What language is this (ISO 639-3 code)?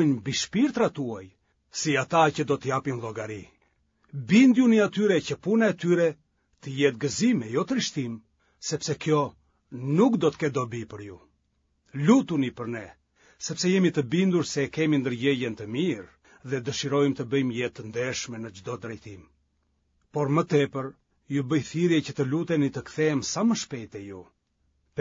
sqi